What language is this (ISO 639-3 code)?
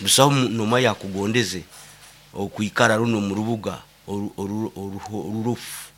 nyo